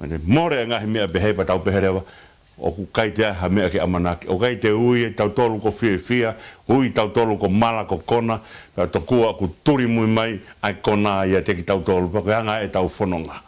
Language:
Tongan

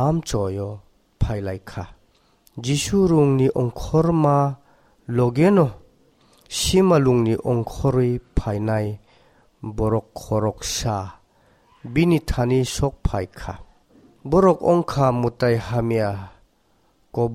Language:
Kok Borok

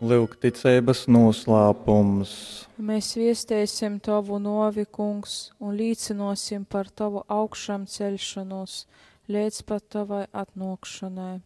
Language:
Latgalian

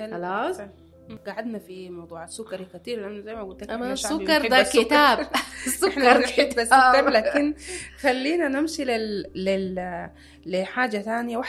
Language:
Sudanese Arabic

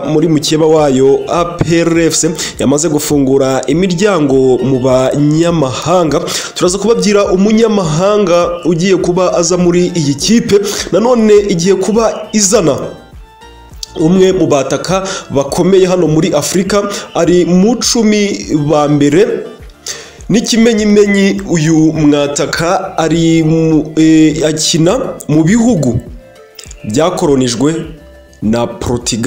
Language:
Kinyarwanda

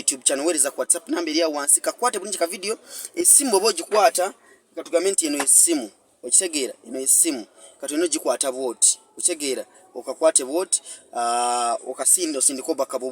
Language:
Ganda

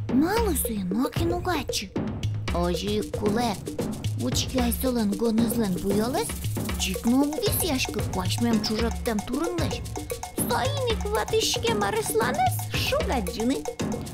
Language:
Udmurt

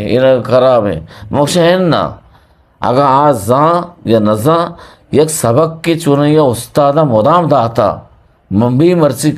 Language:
Eastern Balochi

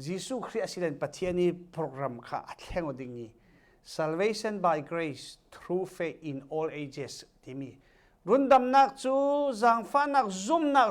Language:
Falam Chin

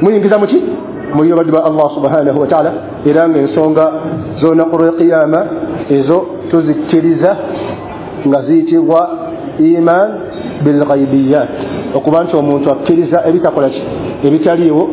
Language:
Ganda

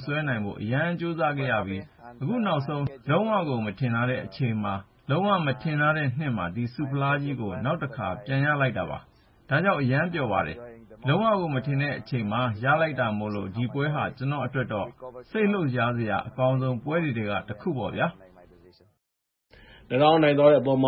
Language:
Burmese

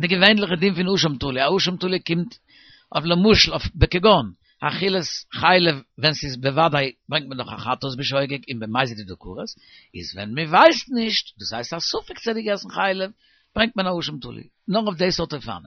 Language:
Yiddish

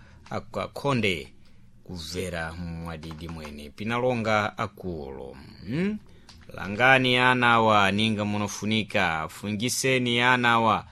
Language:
Sena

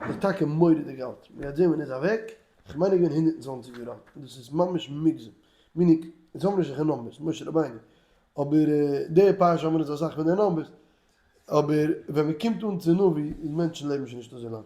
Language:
Yiddish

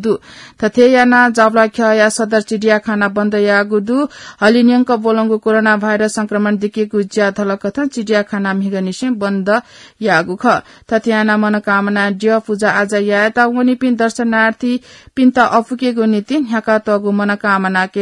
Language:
Newari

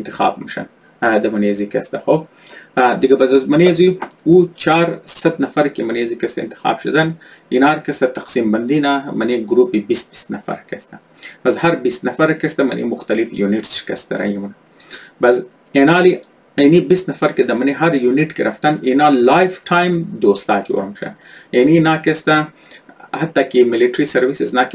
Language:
Persian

